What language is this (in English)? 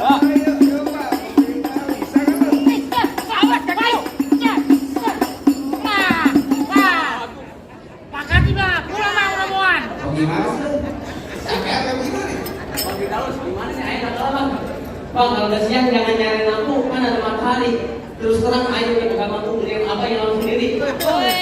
Betawi